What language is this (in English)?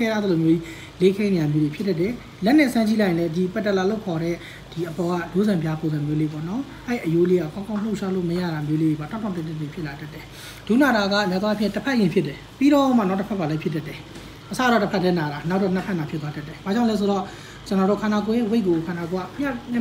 Burmese